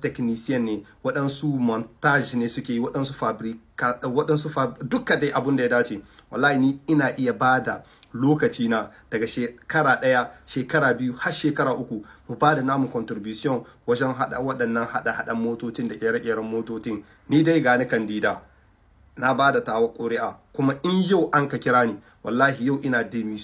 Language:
Hausa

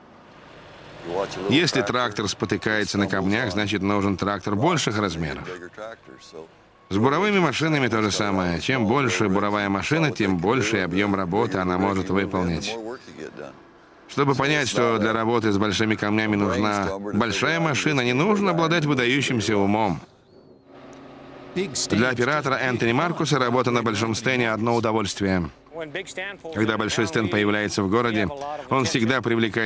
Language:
Russian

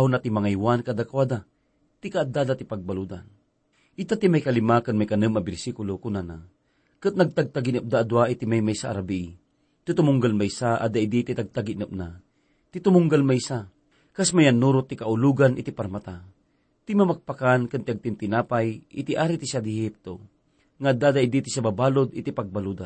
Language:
Iloko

